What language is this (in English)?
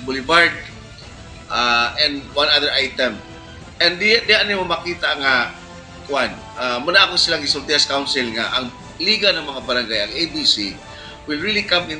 Cebuano